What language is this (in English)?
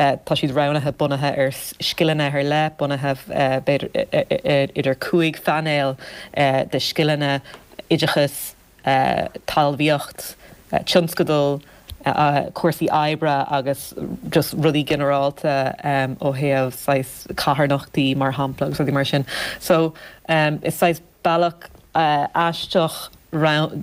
Irish